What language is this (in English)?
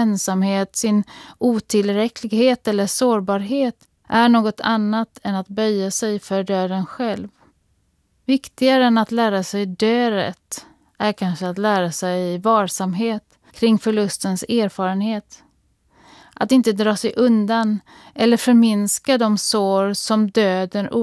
Swedish